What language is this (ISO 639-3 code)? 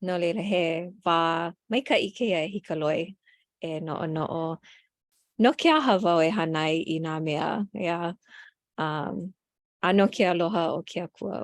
haw